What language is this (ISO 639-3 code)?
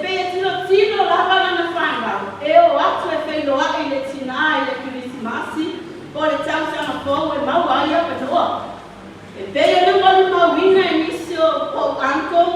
smo